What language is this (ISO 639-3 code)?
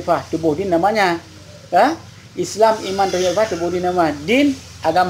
ace